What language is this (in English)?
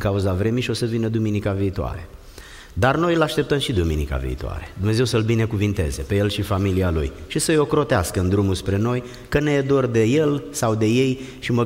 Romanian